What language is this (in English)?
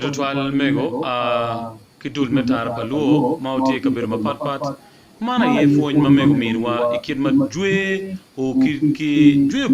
Acoli